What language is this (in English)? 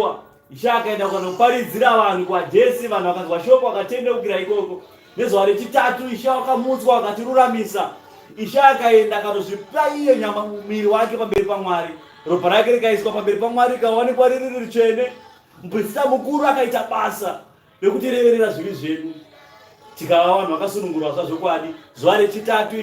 Shona